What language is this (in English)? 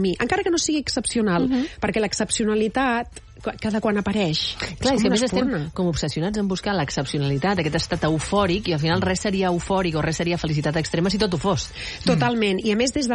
Catalan